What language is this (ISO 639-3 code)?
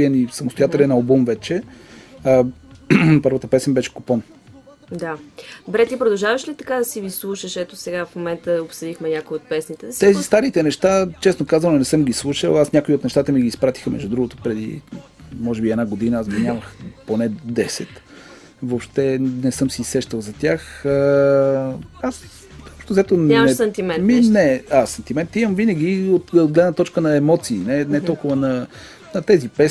bul